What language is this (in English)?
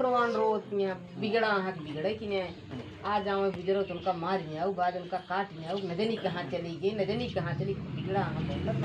Awadhi